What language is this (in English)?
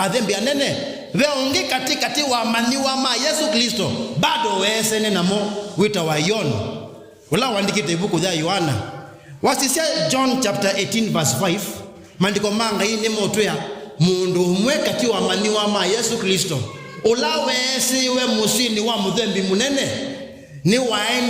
Kamba